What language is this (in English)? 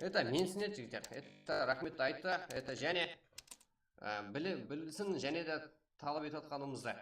Kara-Kalpak